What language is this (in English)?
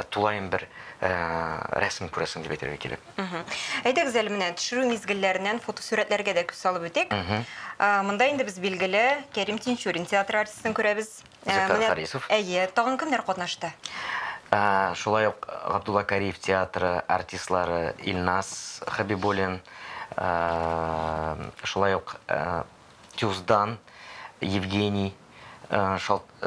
Tatar